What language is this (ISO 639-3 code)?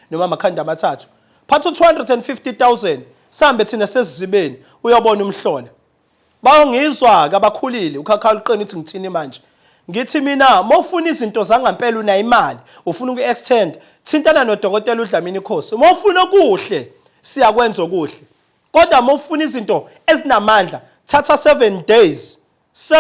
zul